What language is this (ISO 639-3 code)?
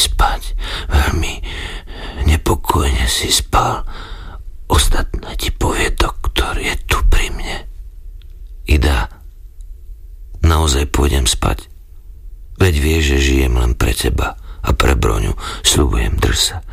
slk